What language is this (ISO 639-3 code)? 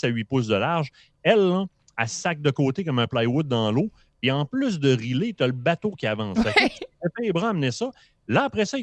fra